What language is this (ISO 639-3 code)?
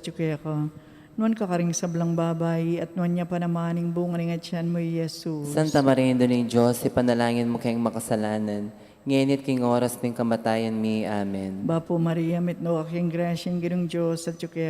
pam